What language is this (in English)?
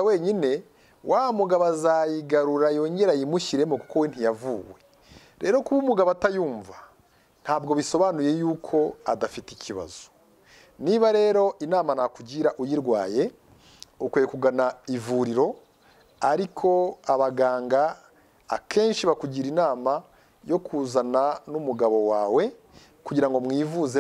Kinyarwanda